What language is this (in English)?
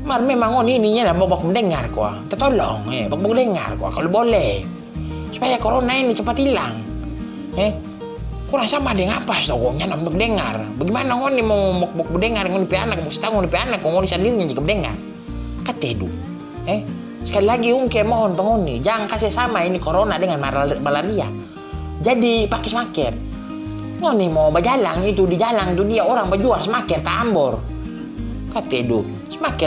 Manado Malay